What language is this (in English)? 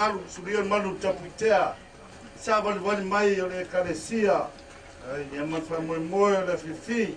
Samoan